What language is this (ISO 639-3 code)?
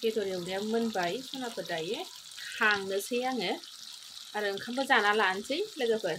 brx